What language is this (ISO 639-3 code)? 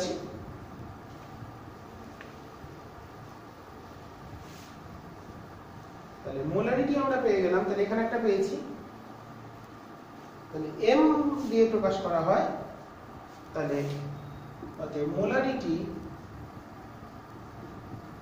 ben